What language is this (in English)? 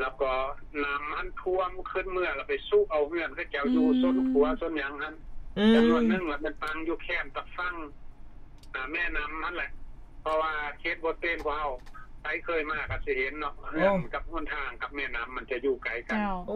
Lao